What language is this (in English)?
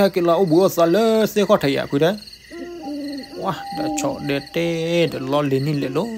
S'gaw Karen